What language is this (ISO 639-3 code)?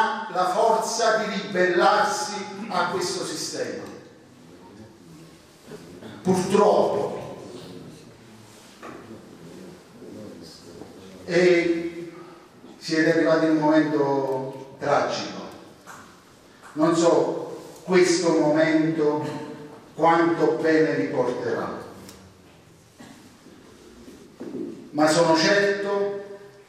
ita